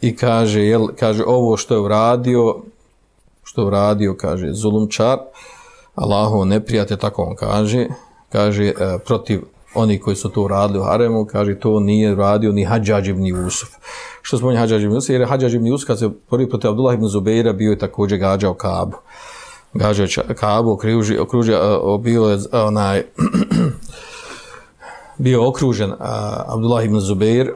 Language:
Bosnian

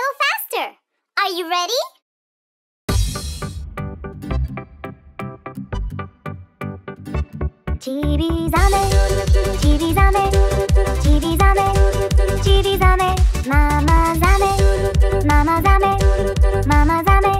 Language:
Japanese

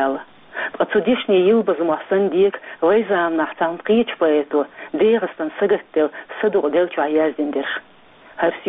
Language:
Chechen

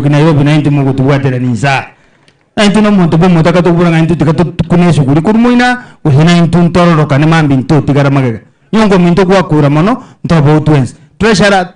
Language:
Gusii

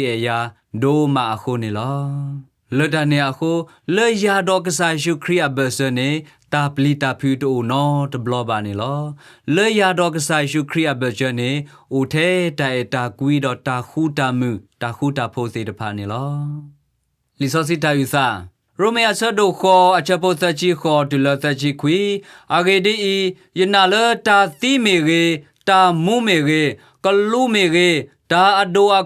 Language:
S'gaw Karen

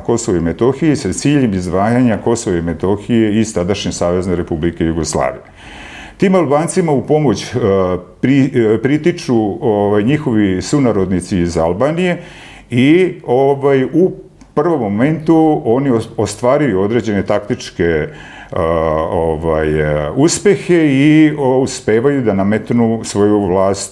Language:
Serbian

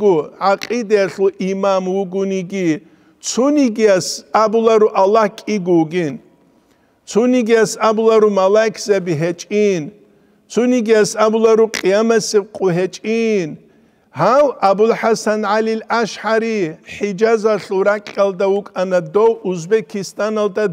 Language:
Avaric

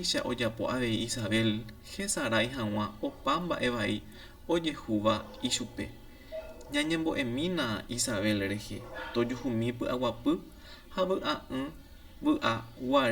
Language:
Guarani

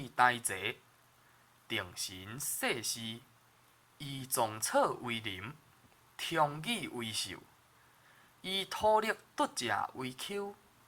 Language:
Min Nan Chinese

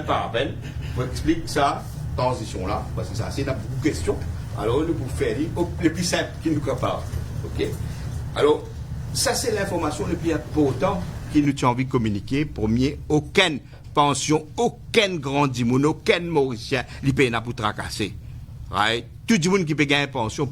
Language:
Morisyen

